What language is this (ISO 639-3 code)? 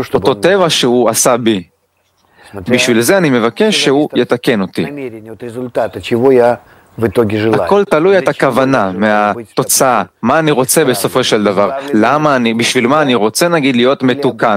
heb